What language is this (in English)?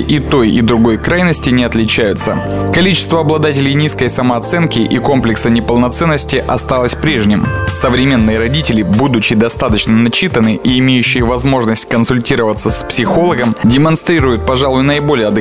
Russian